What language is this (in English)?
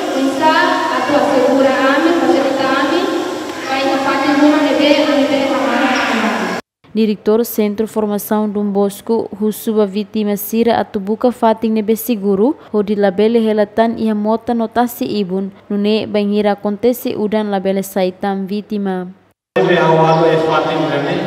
Tetum